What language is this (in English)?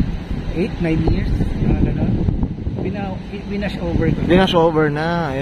Filipino